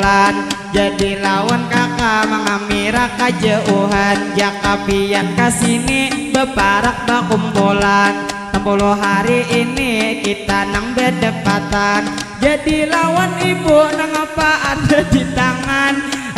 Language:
Banjar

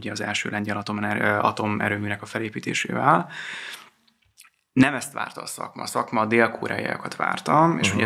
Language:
Hungarian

